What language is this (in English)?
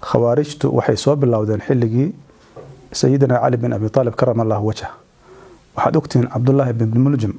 Somali